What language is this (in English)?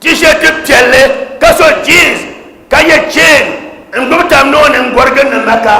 Dagbani